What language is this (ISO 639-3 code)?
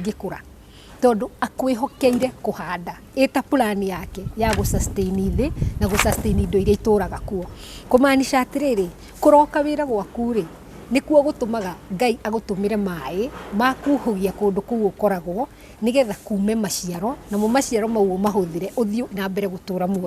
kik